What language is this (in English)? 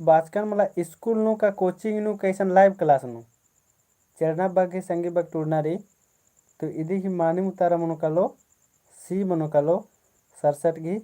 Kurukh